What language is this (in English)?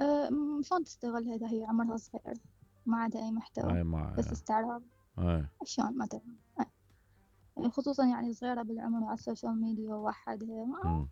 Mesopotamian Arabic